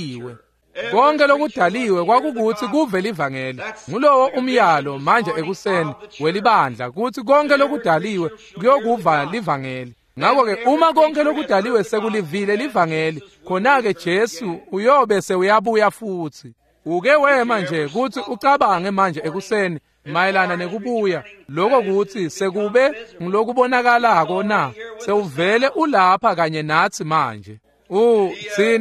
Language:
Swati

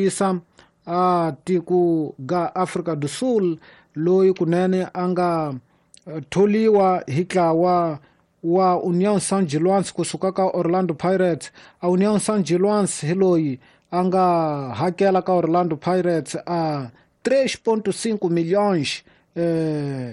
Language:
Tsonga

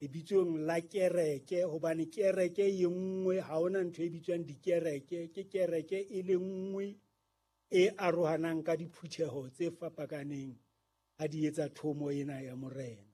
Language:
Southern Sotho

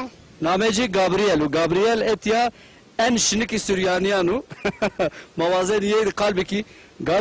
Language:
Zaza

